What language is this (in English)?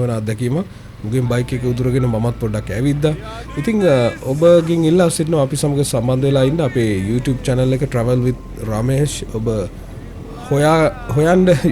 Sinhala